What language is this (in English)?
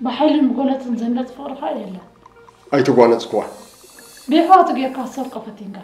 Tigrinya